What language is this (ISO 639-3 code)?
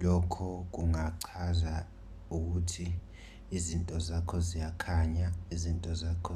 zul